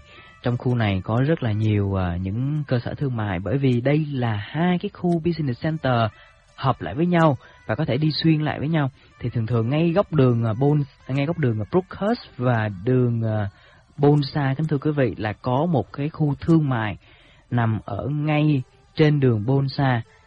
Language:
Vietnamese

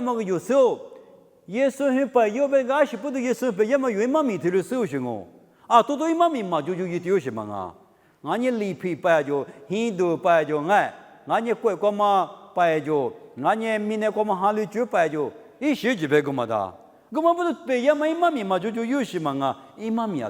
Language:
Lisu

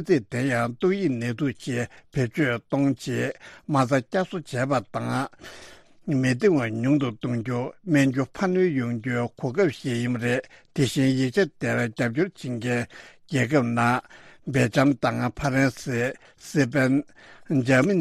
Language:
Tibetan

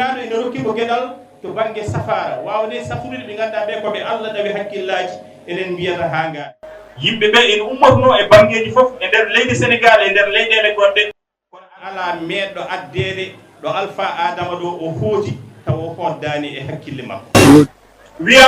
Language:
Fula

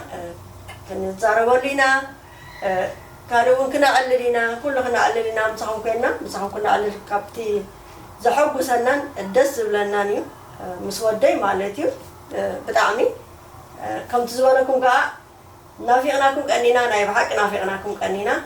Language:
Tigrinya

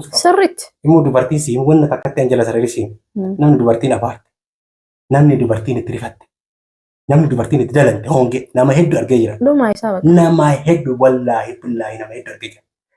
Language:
Oromo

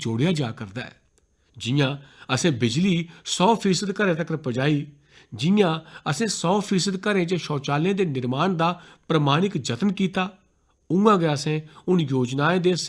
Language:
Dogri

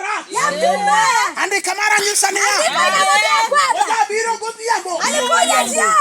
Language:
Luo (Kenya and Tanzania)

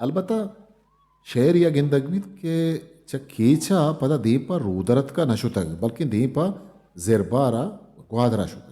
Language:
Eastern Balochi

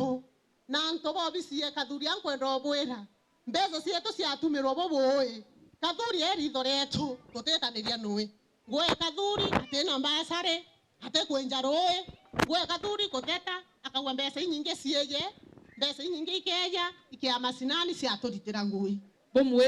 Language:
Meru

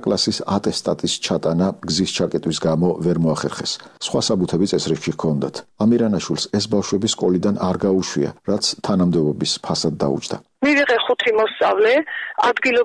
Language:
Georgian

